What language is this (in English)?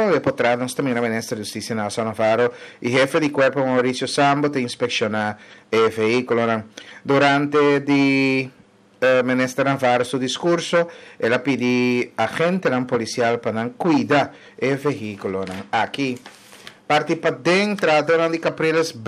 Papiamento